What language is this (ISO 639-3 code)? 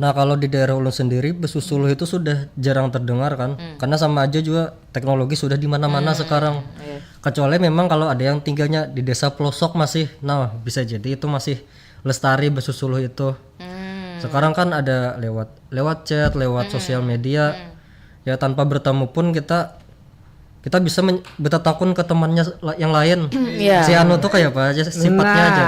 bjn